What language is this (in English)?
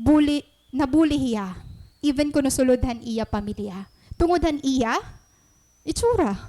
Waray